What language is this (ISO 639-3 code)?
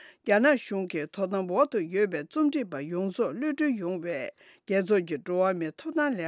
bod